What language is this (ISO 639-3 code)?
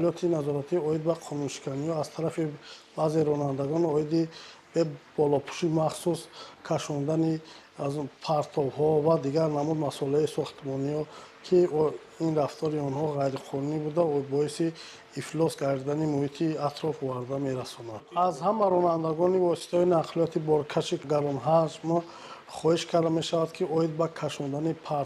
tgk